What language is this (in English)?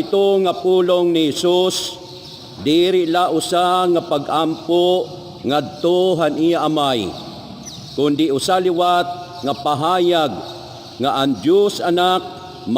Waray